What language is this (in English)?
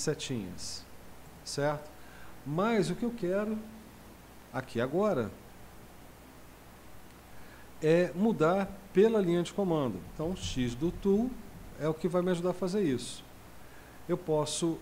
Portuguese